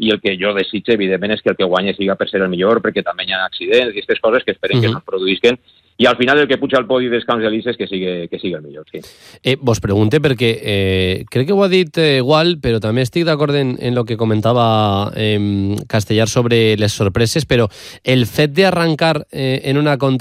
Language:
Catalan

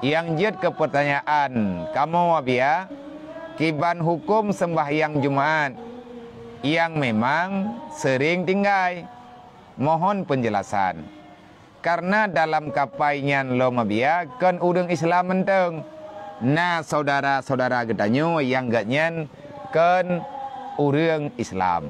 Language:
Achinese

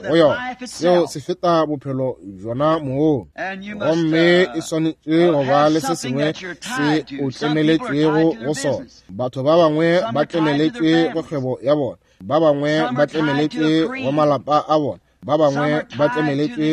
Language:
Northern Sotho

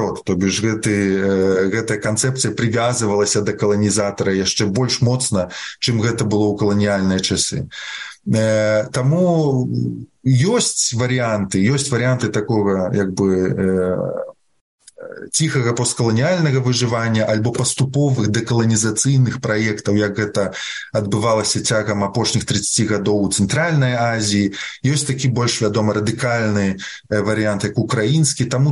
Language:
Belarusian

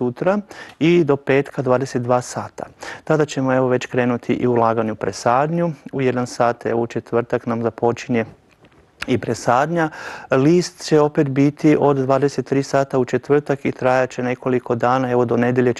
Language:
Croatian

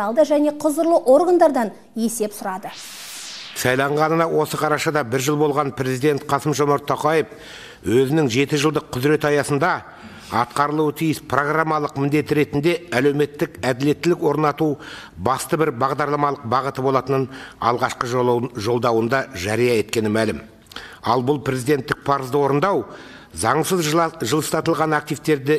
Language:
Kazakh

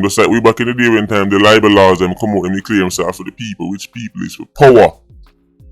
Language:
Jamaican Creole English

